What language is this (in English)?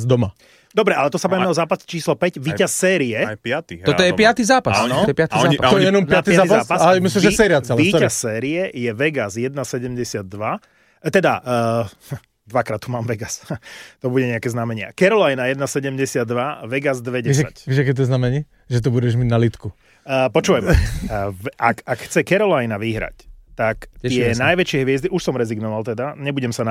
Slovak